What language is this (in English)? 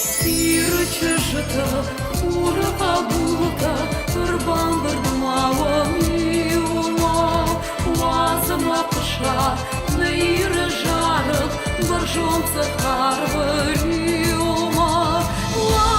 Ossetic